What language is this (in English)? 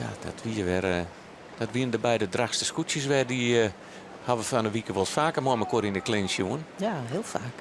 Western Frisian